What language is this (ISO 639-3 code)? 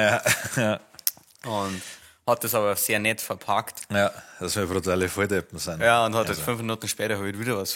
bar